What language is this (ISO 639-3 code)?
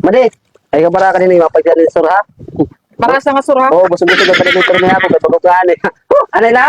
war